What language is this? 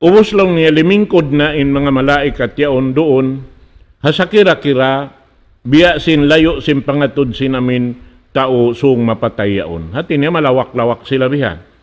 Tausug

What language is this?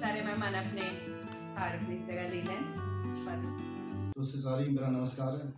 Dogri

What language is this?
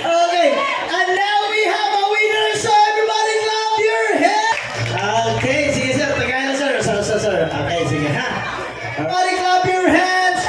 Cebuano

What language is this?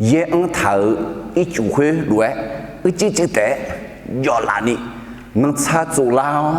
Akha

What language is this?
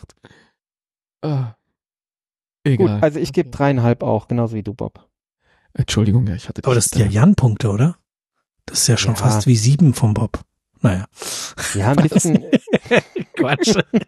German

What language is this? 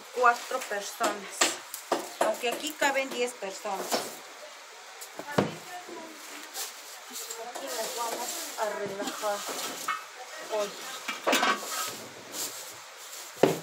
Spanish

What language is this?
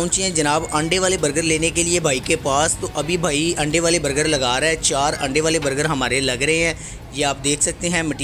Hindi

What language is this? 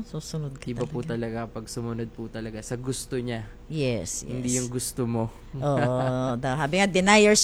Filipino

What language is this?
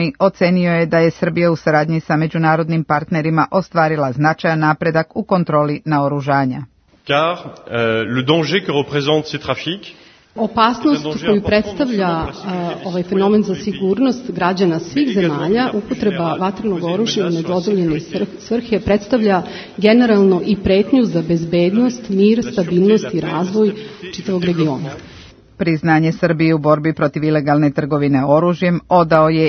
Serbian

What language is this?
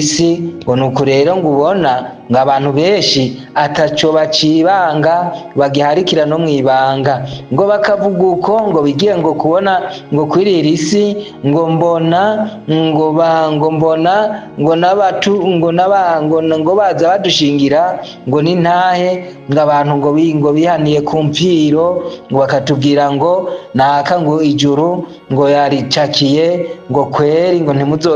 Rundi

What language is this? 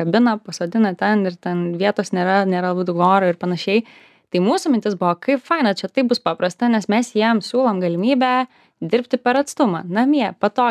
Lithuanian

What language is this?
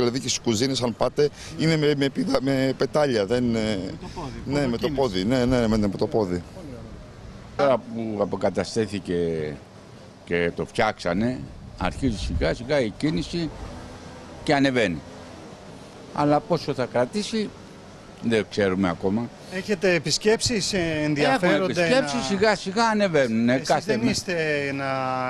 Greek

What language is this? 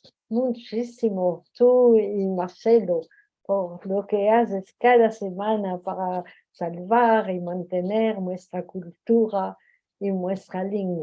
Ladino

